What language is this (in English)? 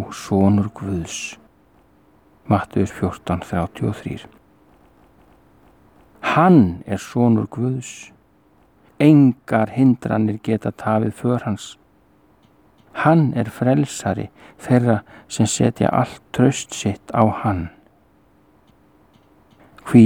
Icelandic